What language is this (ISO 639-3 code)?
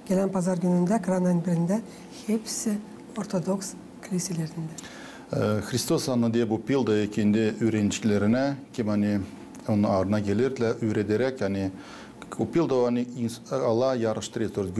gag